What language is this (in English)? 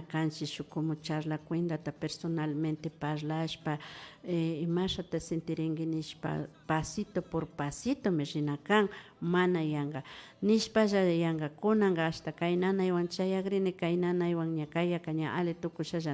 Imbabura Highland Quichua